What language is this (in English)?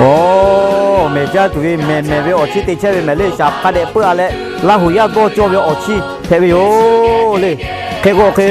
Lahu